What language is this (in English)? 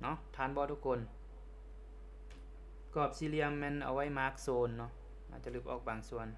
Lao